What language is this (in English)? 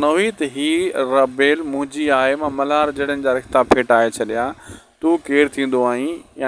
Sindhi